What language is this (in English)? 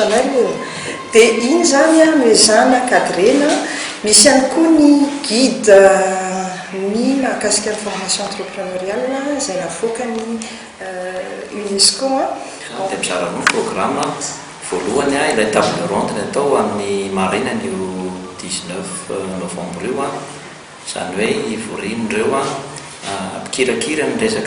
Malagasy